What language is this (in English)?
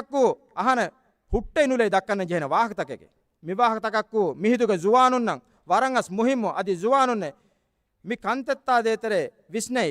Divehi